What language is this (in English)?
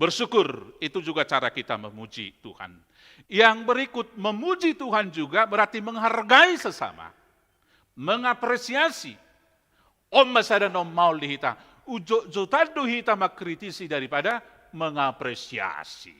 Batak Toba